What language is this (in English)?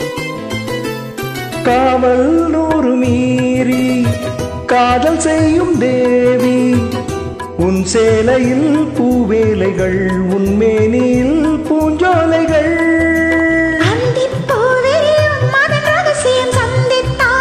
Tamil